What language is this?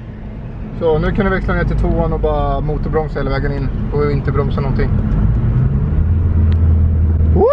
Swedish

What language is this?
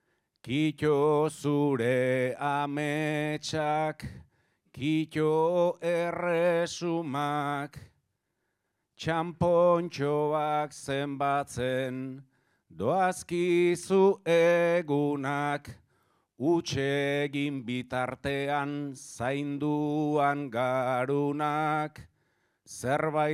Basque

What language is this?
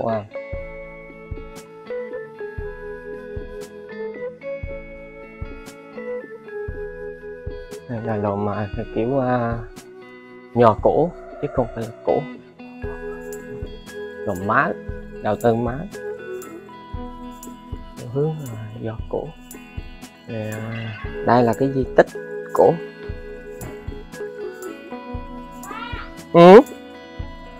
Vietnamese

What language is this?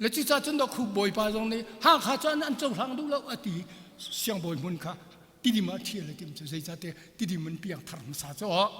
Hakha Chin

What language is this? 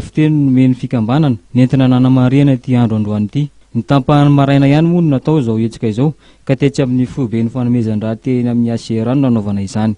Malagasy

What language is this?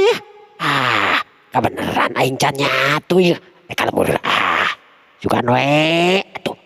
Sundanese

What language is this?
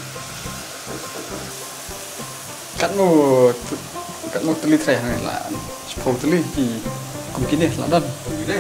Khasi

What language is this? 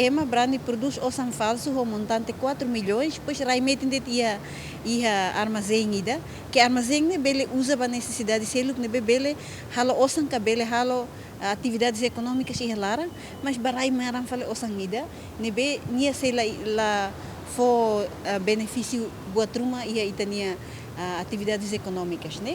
Tetum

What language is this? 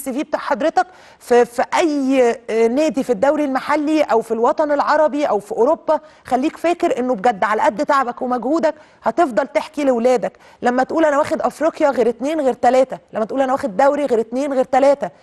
Egyptian Arabic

